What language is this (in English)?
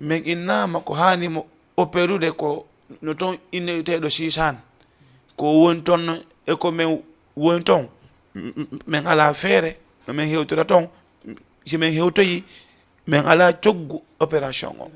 Fula